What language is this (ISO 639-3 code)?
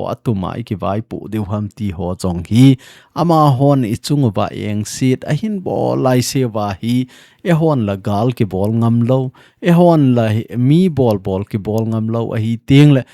tcz